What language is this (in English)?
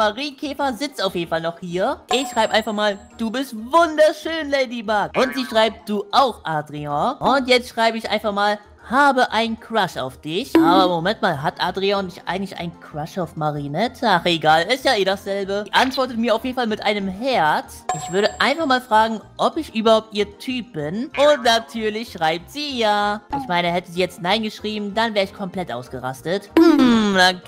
German